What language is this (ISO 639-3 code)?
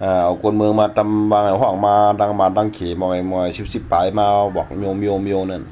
shn